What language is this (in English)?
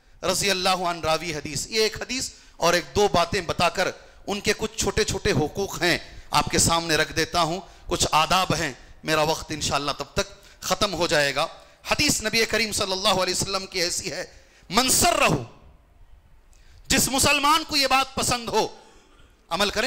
Urdu